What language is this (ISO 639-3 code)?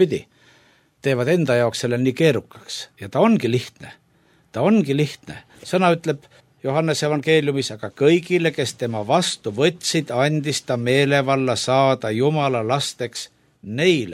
est